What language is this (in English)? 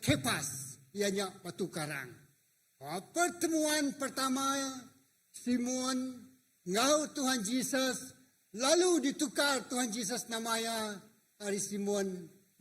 Iban